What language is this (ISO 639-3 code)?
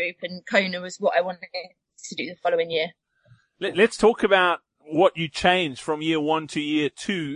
eng